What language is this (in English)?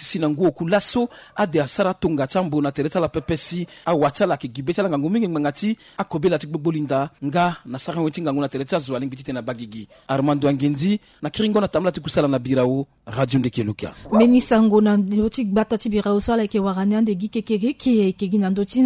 Sango